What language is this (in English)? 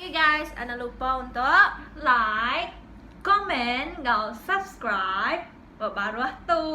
Iban